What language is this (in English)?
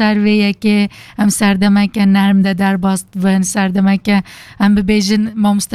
Kurdish